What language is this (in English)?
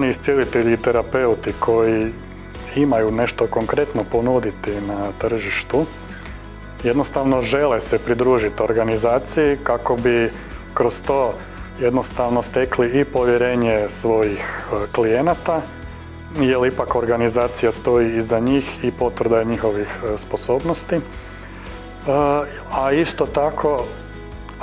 Croatian